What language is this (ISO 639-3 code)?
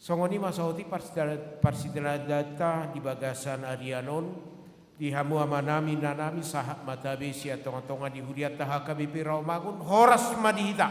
bbc